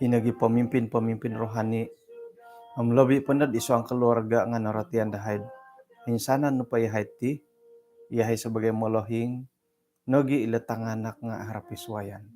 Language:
Central Dusun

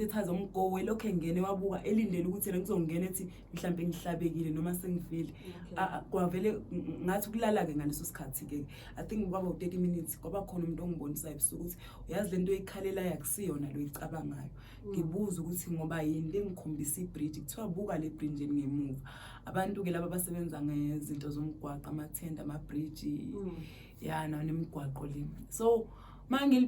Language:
Zulu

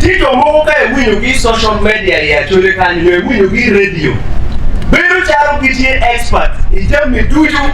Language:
Acoli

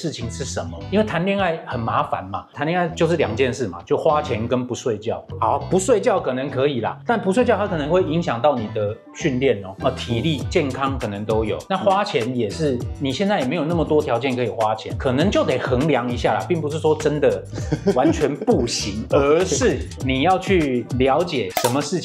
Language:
Chinese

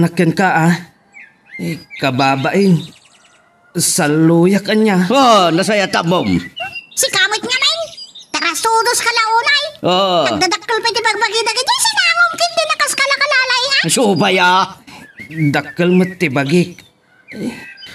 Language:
Iloko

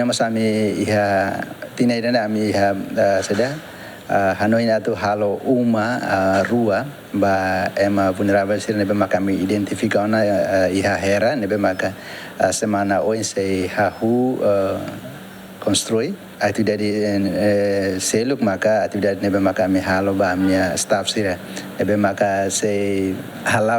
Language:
Tetum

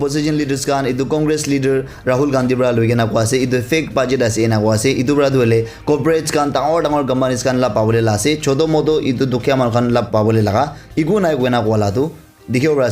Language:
Naga Pidgin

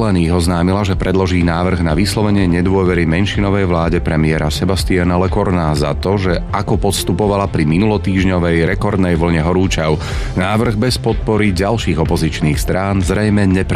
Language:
Slovak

